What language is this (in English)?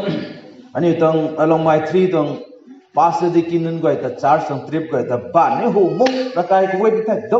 Rongmei Naga